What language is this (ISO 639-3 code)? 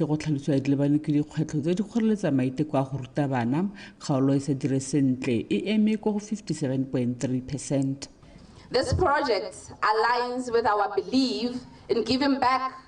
tsn